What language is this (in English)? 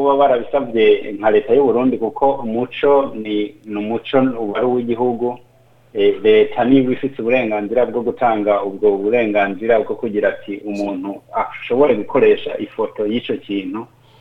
Rundi